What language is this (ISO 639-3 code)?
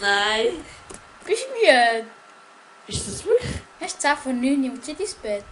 gsw